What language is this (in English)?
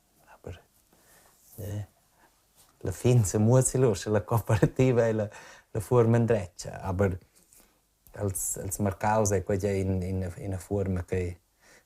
Romansh